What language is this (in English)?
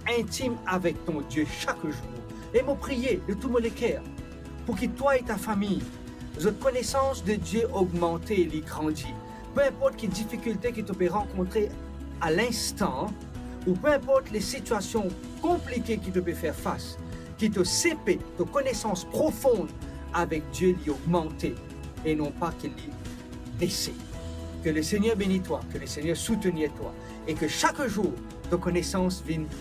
Morisyen